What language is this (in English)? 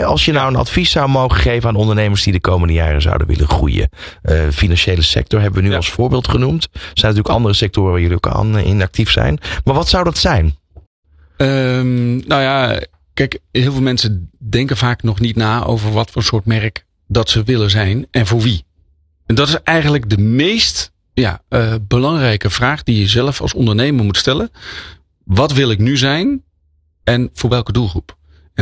Dutch